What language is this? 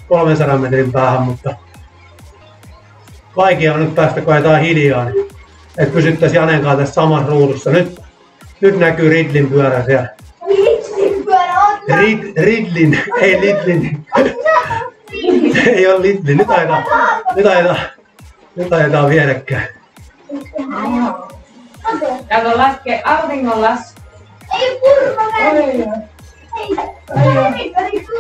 Finnish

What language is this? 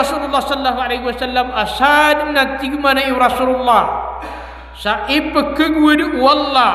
Maranao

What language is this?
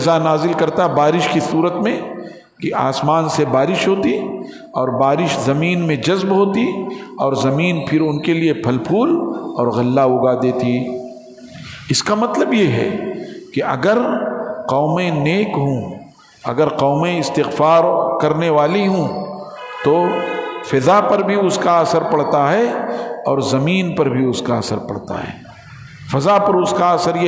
Urdu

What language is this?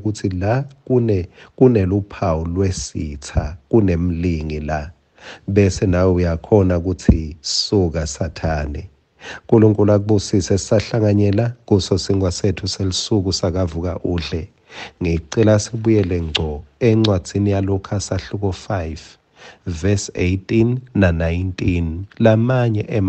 Swati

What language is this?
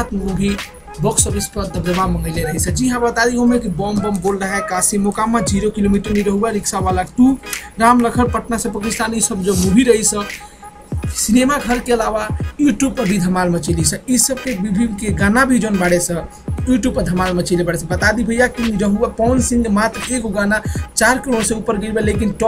Bhojpuri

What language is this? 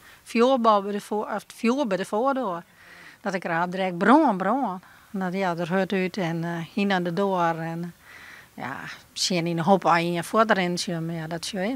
Western Frisian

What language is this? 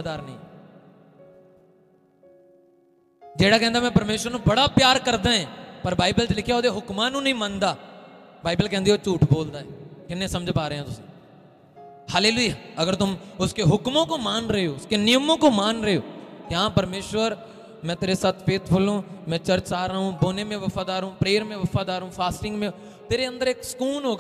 Hindi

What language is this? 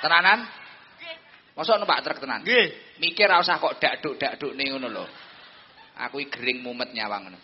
Javanese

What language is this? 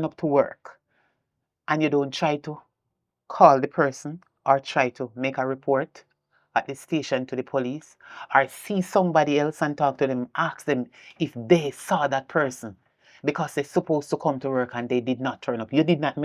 Jamaican Creole English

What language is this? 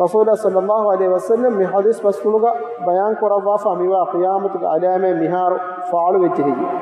Divehi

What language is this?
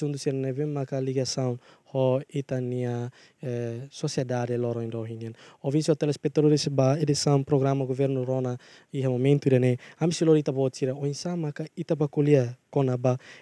Tetum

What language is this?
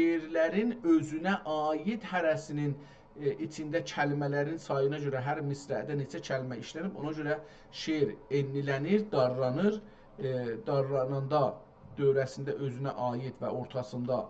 South Azerbaijani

